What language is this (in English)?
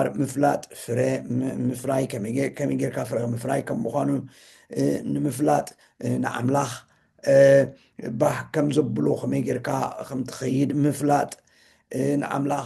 Tigrinya